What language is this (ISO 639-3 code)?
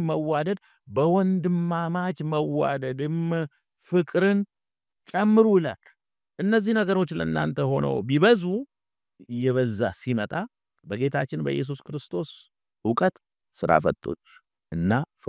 amh